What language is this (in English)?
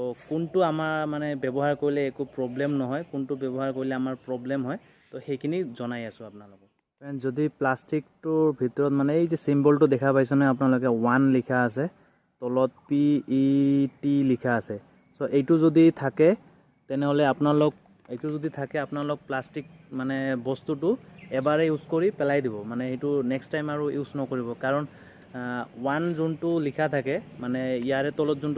Assamese